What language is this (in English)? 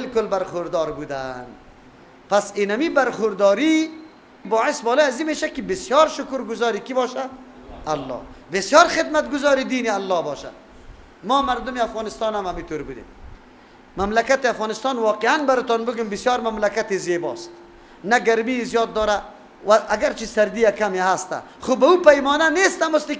Persian